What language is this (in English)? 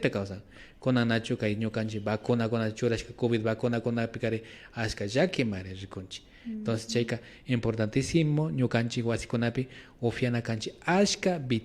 Imbabura Highland Quichua